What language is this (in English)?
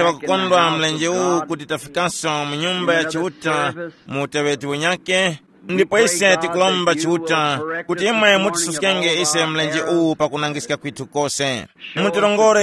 Tumbuka